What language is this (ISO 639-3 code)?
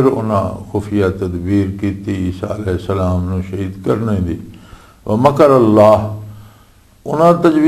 lah